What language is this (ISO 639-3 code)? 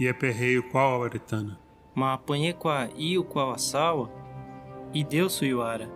yrl